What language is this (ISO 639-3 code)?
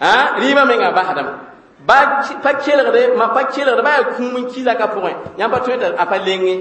mos